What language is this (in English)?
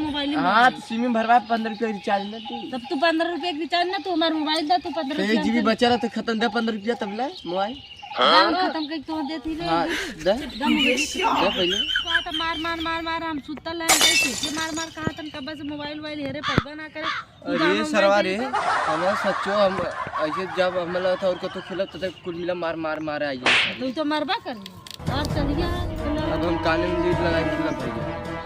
Bhojpuri